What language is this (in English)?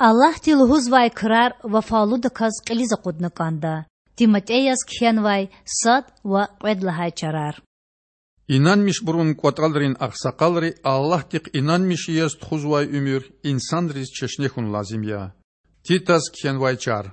Lezghian